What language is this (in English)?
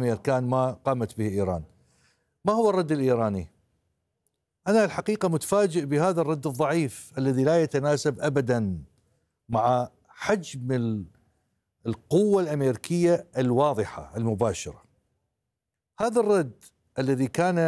Arabic